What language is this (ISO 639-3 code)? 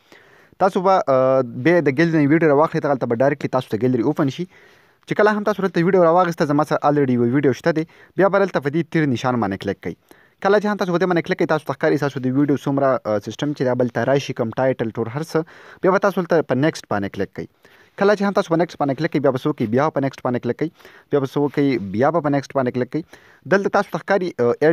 pus